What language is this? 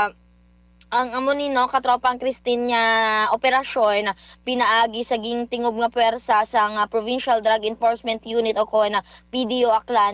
Hiligaynon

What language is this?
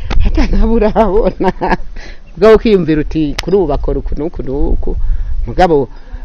Rundi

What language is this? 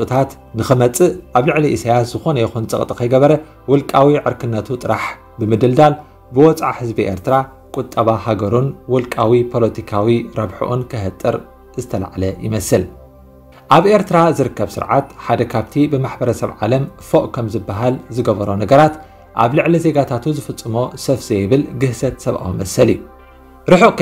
Tigrinya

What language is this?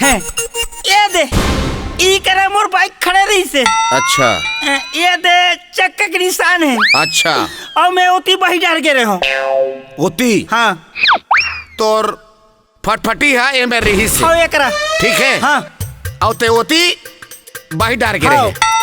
Chhattisgarhi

